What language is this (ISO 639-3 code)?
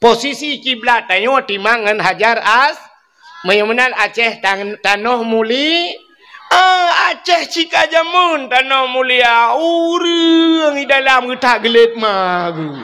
ace